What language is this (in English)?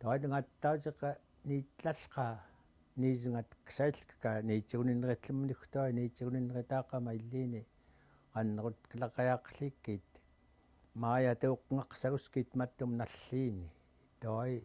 Central Yupik